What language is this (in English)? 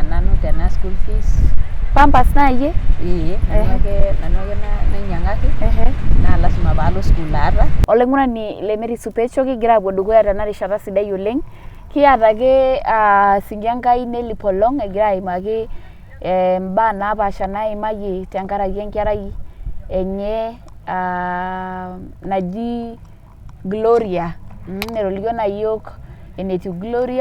Masai